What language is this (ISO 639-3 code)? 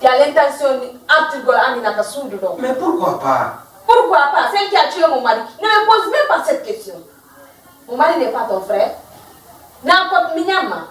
ful